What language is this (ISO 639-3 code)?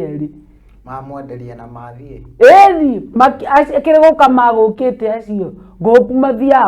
kik